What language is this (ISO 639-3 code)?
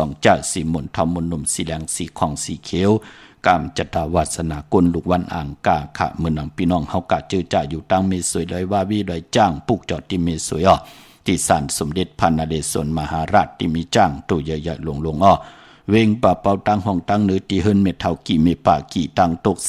shn